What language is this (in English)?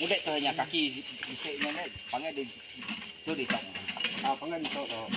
Iban